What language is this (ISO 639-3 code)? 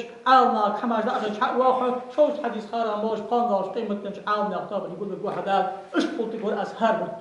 inh